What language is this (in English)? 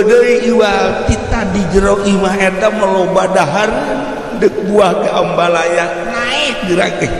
Sundanese